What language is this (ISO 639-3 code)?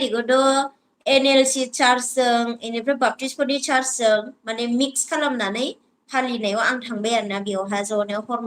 brx